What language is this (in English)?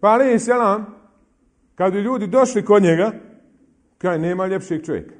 Bosnian